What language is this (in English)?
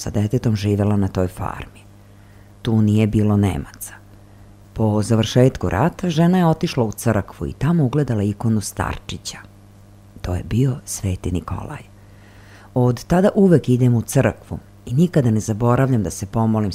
Serbian